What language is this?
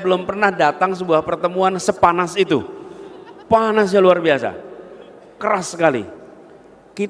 Indonesian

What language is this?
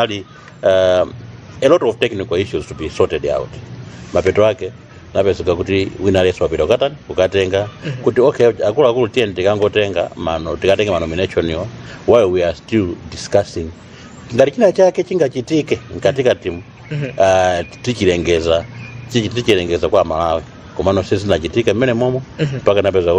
Nyanja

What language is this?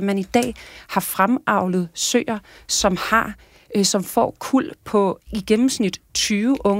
Danish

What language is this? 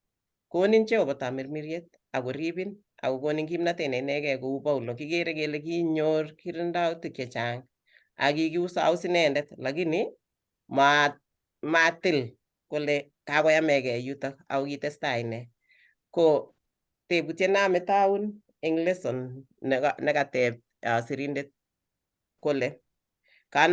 Kalenjin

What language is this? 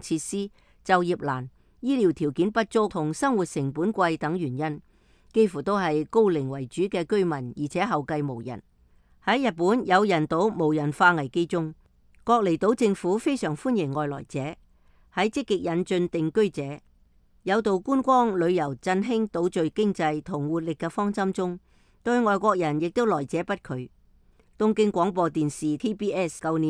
Cantonese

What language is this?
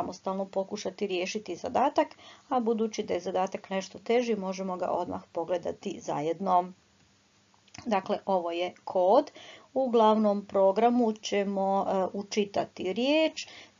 Croatian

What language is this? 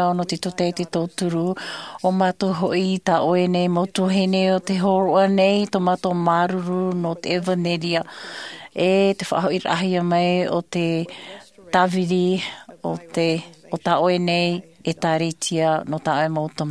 Tahitian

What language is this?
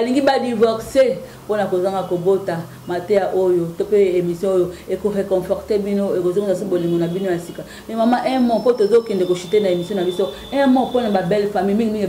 Lingala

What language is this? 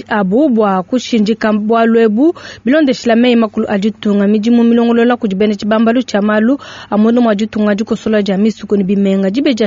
Luba-Lulua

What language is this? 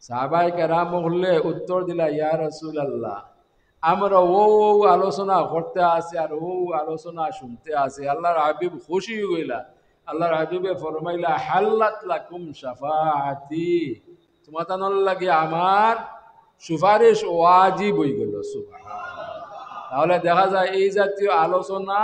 Sylheti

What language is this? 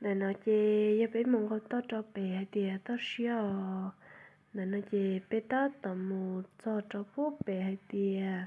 Hmong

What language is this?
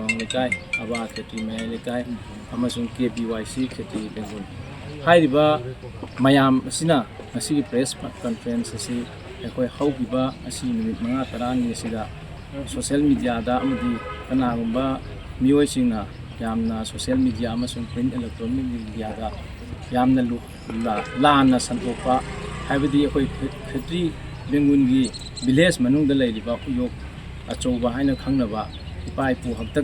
Manipuri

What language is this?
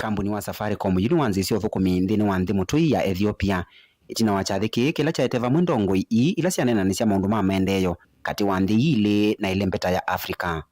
Kamba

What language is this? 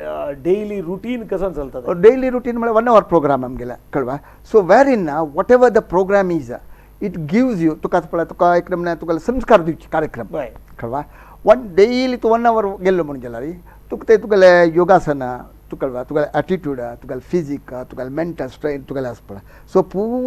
Konkani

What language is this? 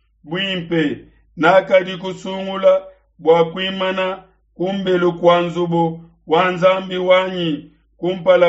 Luba-Lulua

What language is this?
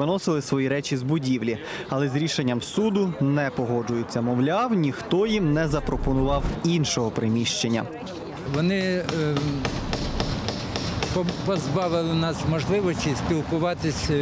Ukrainian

